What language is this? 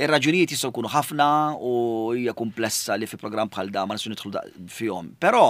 Maltese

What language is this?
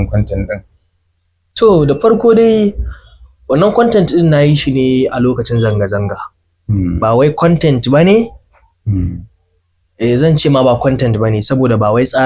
Hausa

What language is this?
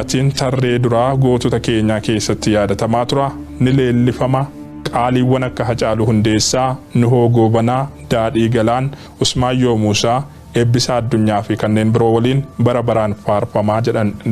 Oromo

